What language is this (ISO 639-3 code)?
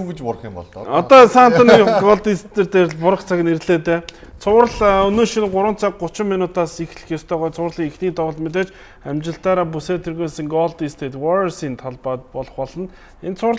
mon